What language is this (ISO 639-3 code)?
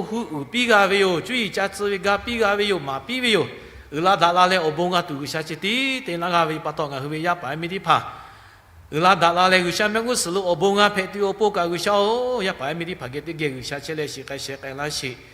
lhu